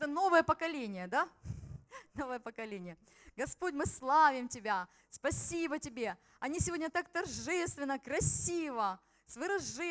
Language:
Russian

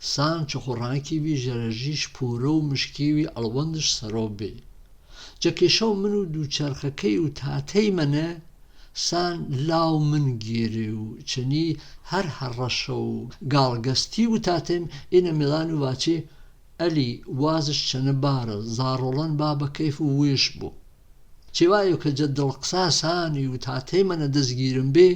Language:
Gurani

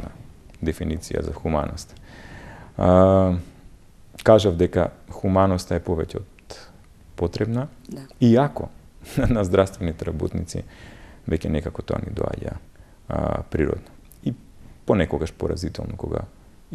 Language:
Macedonian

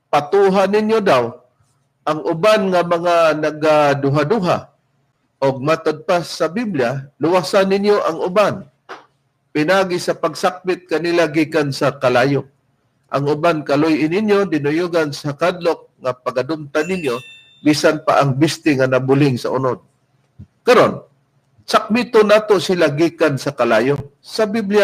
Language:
Cebuano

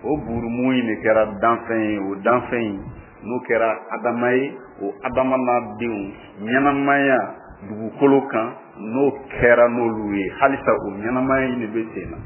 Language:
Bambara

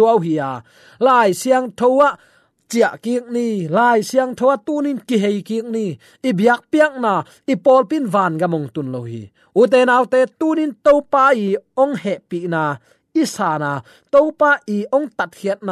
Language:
Tedim Chin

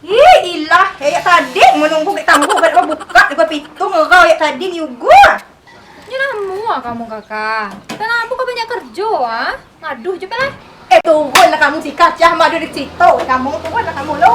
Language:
Minangkabau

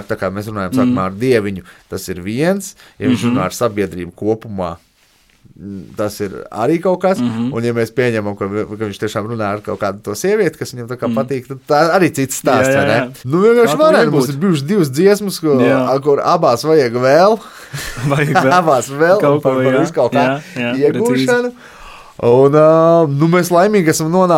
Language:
Latvian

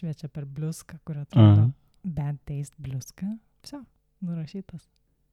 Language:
Lithuanian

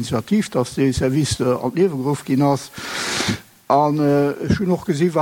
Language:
Luxembourgish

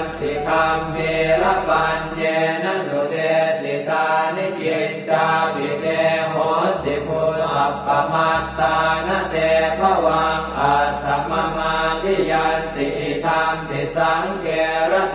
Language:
Pali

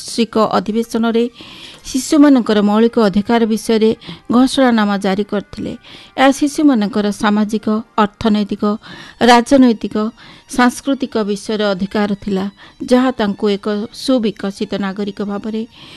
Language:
Odia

